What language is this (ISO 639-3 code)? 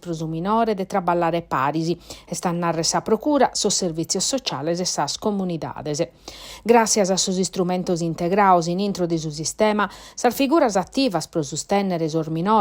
srd